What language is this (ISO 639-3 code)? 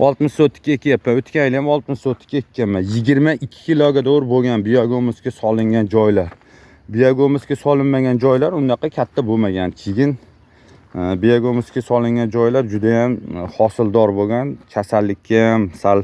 uzb